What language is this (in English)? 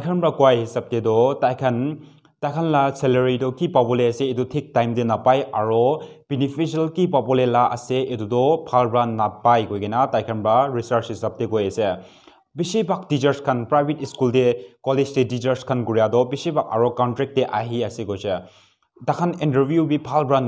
Naga Pidgin